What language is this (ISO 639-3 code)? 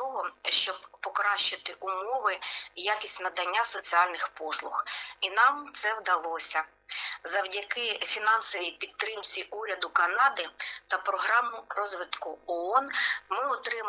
ukr